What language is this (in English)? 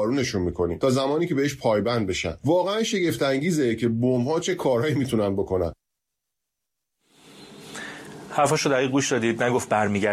Persian